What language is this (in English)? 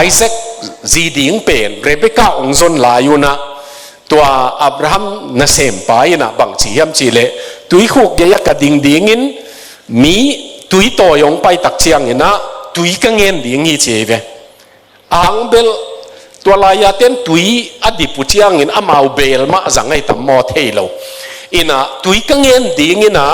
Tedim Chin